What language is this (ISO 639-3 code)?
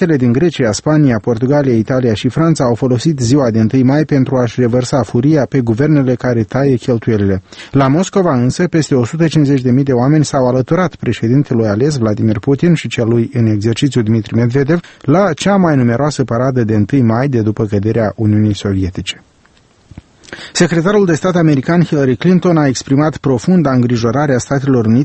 ron